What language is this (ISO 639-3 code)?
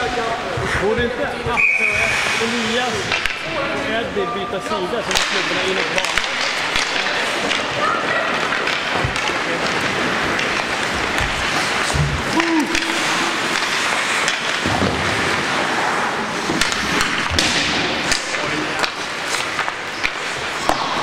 swe